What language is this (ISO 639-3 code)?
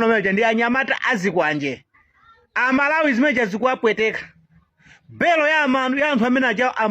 nya